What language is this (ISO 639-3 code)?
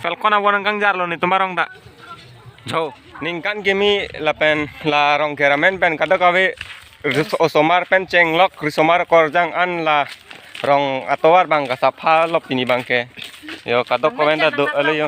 mjw